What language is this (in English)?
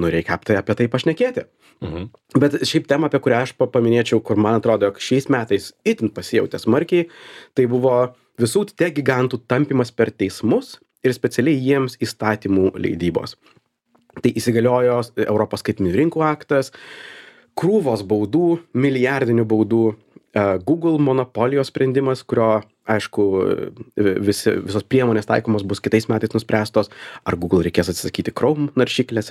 Lithuanian